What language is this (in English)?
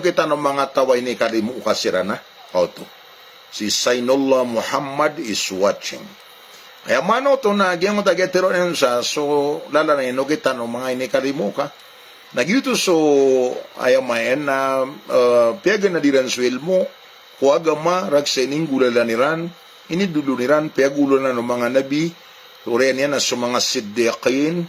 Maranao